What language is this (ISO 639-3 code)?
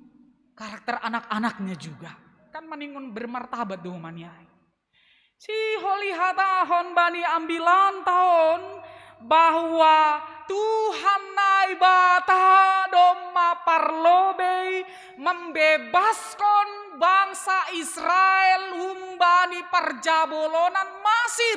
bts